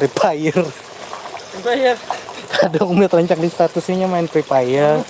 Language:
Banjar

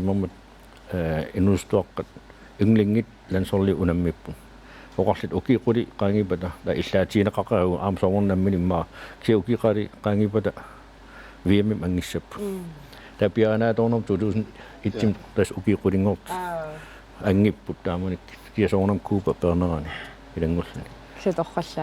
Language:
Kalaallisut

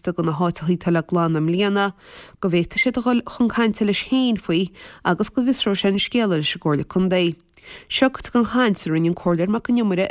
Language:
Irish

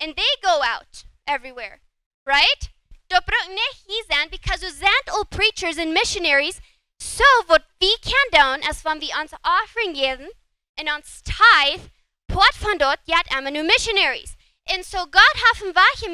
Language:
Plautdietsch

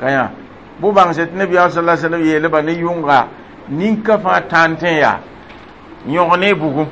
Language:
Mossi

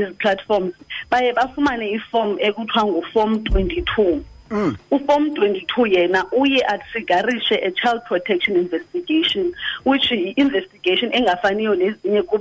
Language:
Xhosa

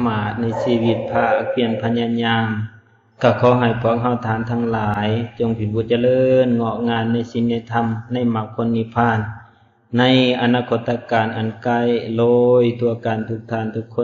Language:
Lao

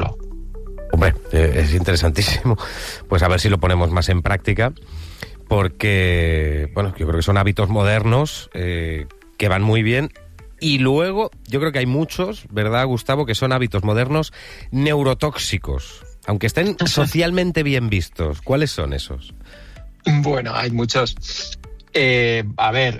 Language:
Spanish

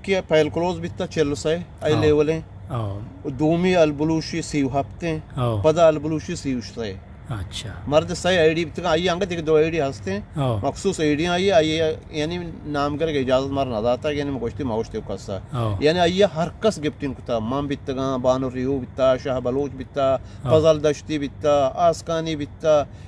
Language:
Eastern Balochi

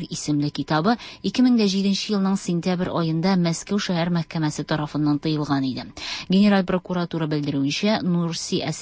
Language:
Tatar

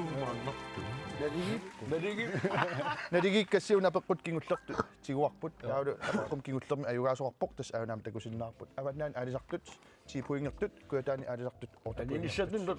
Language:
Kalaallisut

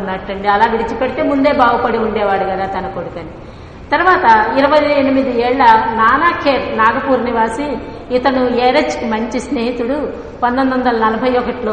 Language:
Telugu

